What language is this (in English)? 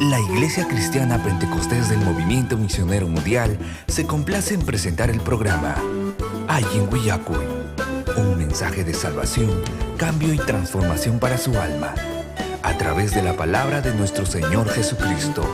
Ayacucho Quechua